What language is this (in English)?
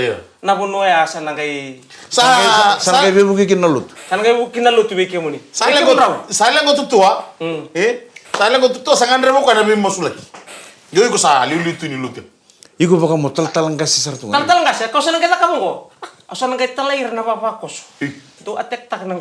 Fijian